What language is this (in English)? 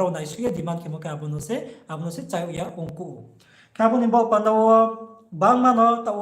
Riang (India)